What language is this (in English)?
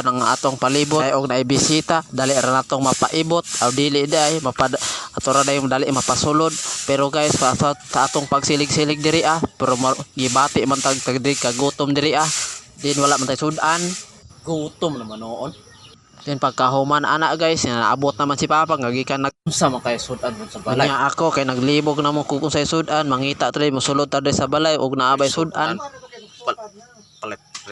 Cebuano